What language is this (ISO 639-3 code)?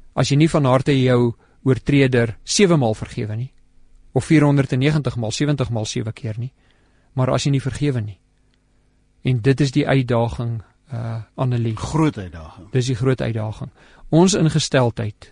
afr